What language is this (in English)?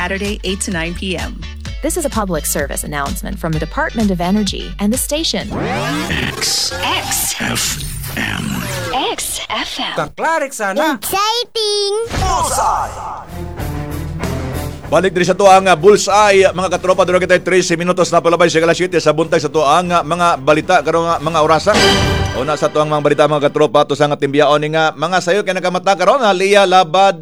Cebuano